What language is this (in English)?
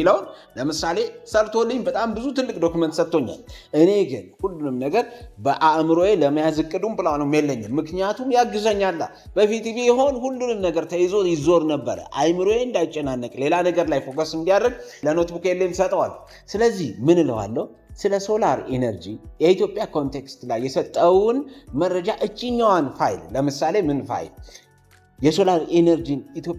Amharic